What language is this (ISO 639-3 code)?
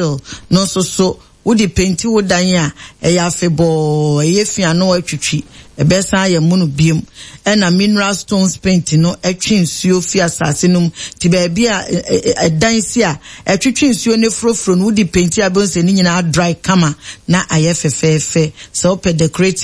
aka